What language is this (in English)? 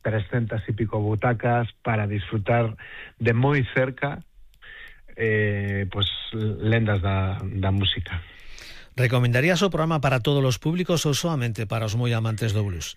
Galician